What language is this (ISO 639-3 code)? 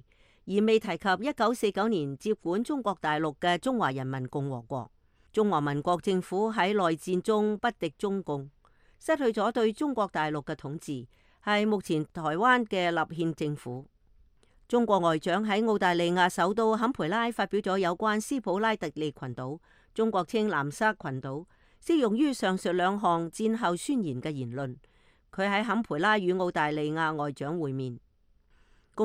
yue